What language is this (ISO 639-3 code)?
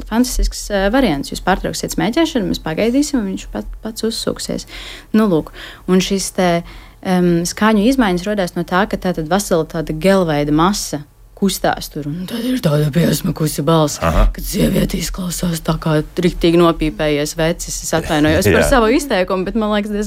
lav